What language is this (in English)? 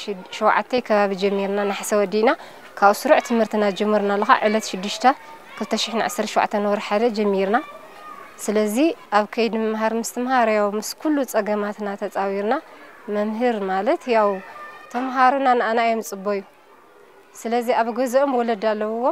Tigrinya